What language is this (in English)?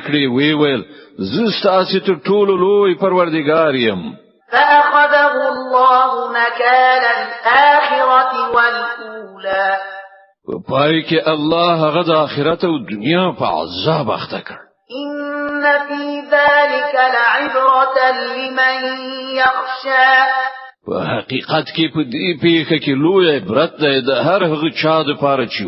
Pashto